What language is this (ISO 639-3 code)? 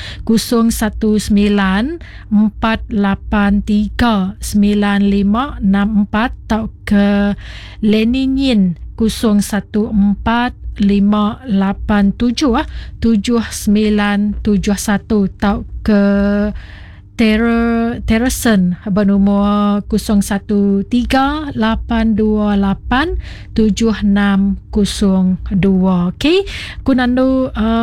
msa